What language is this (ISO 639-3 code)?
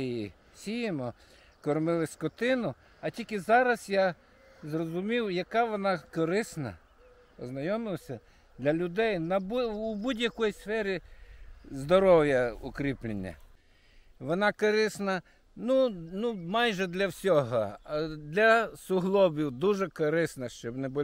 ukr